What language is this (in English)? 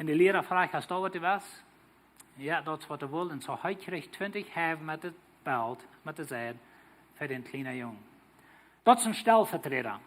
Plautdietsch